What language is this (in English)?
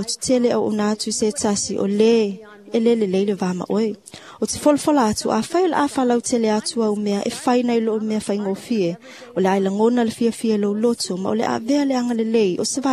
Samoan